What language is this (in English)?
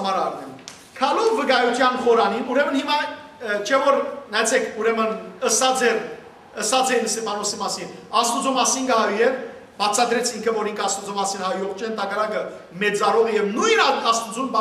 Western Armenian